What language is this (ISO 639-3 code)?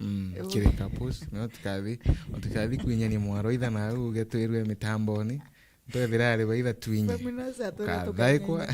mer